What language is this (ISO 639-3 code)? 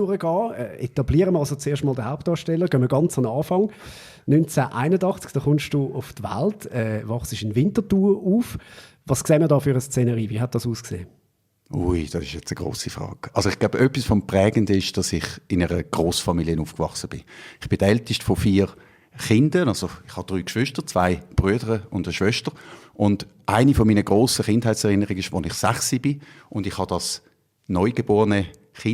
gsw